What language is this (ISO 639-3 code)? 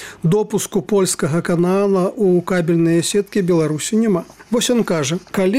bel